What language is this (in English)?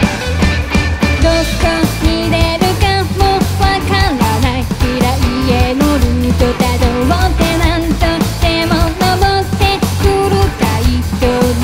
Japanese